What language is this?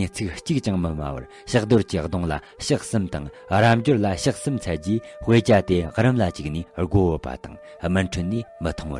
Tibetan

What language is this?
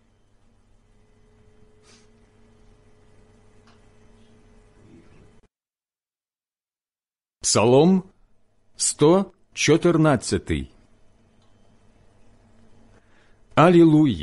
Ukrainian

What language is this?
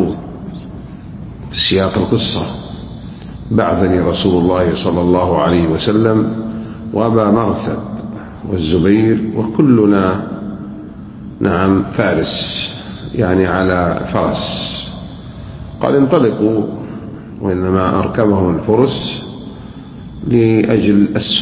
Arabic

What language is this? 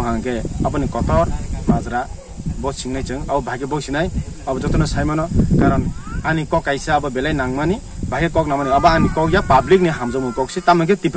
Kok Borok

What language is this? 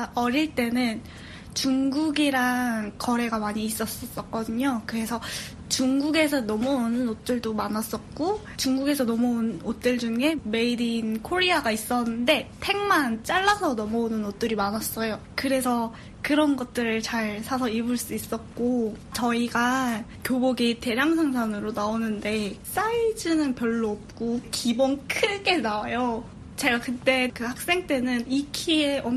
Korean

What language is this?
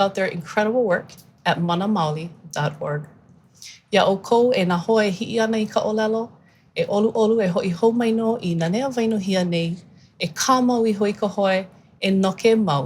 Hawaiian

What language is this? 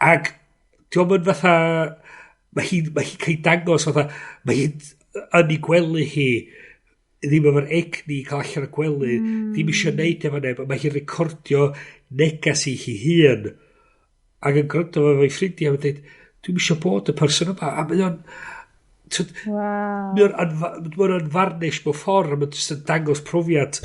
Welsh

